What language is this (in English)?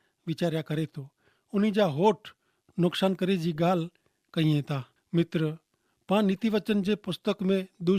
Kachhi